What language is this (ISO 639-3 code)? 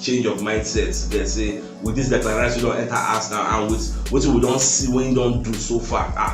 pcm